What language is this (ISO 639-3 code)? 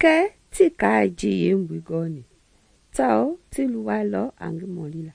men